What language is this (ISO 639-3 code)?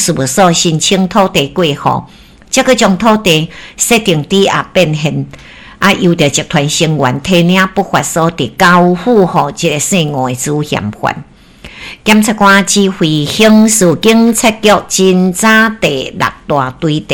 nan